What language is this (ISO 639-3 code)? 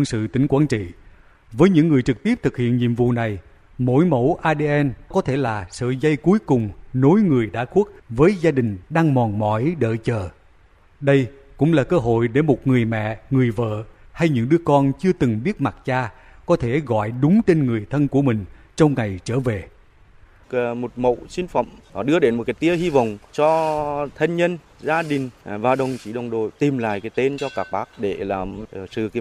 vie